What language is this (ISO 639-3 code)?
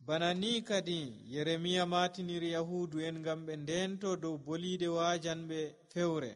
fuv